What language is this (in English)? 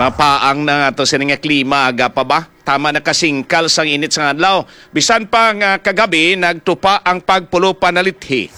Hiligaynon